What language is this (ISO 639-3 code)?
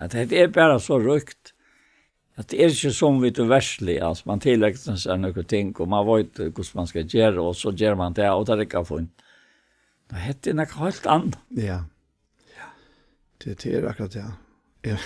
fao